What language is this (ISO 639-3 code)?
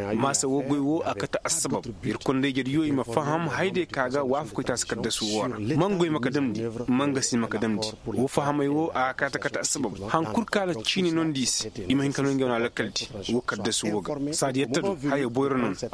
ses